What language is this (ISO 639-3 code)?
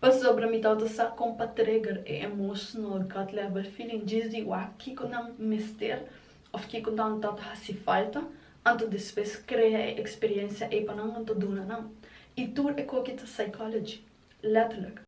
pap